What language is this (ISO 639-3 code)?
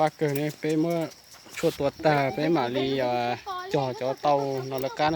hmn